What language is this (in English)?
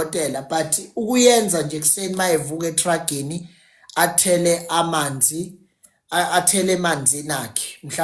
Zulu